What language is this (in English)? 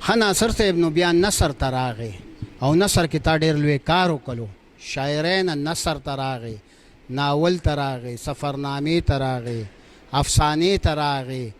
Pashto